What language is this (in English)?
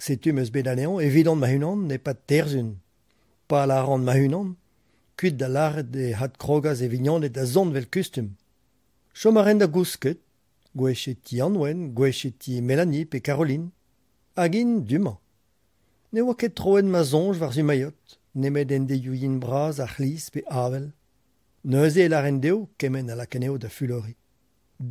Breton